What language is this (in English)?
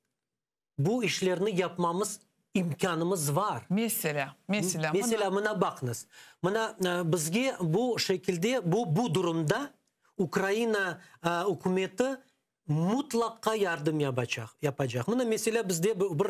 Crimean Tatar